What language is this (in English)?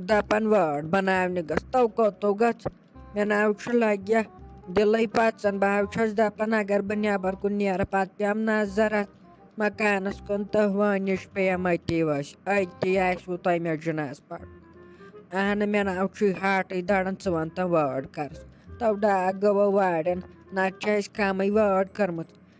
Kashmiri